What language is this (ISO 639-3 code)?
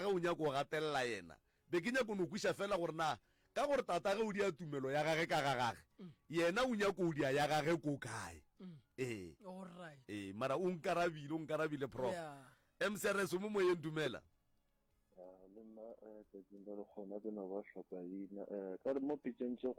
nso